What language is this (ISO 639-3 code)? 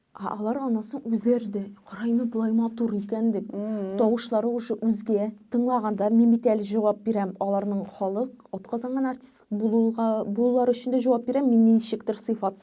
tat